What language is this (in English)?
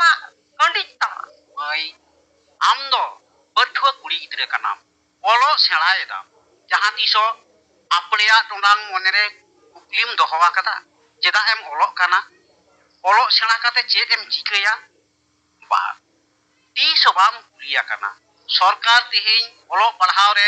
Santali